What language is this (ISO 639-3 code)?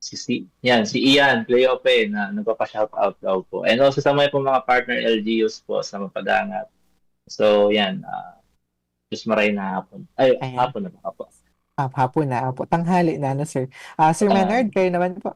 bik